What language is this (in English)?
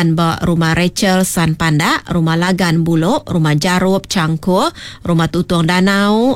Iban